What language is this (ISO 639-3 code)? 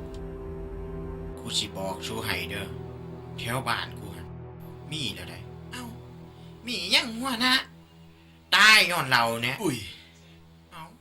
lao